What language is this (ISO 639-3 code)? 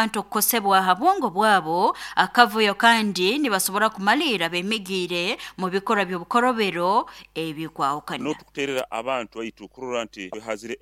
nyo